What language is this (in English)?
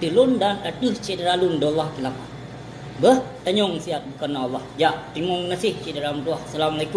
Achinese